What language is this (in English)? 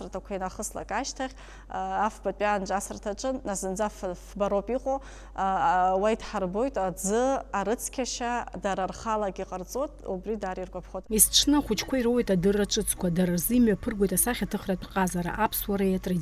Abkhazian